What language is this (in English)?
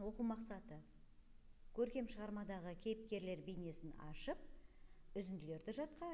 Kazakh